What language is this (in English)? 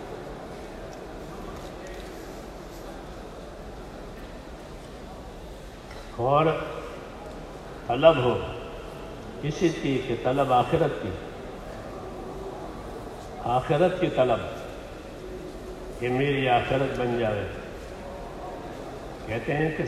Urdu